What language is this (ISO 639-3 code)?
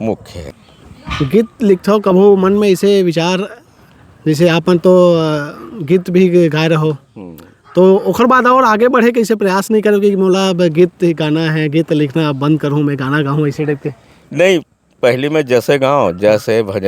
hne